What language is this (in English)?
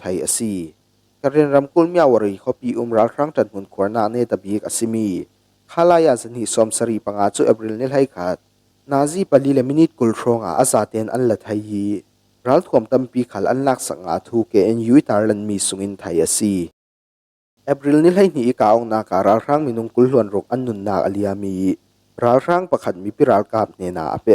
Falam Chin